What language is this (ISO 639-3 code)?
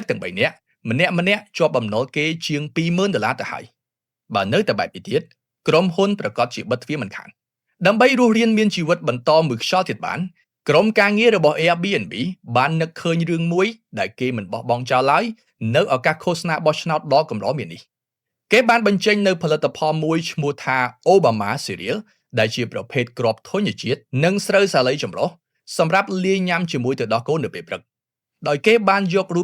khm